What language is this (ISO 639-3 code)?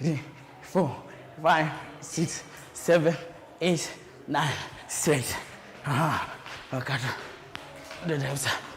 kam